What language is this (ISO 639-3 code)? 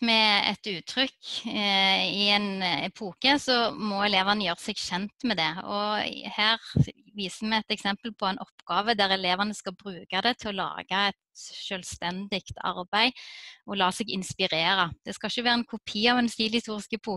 nor